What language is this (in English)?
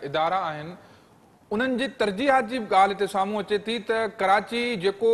Sindhi